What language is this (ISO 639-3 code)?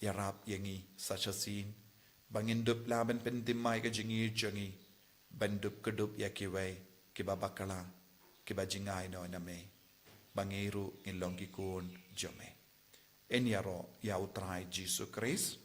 kha